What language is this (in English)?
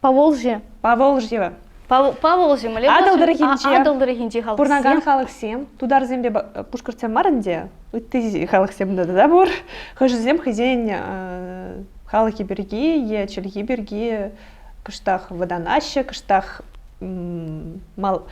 Chuvash